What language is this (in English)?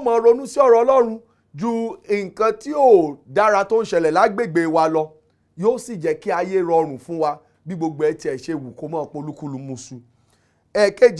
Yoruba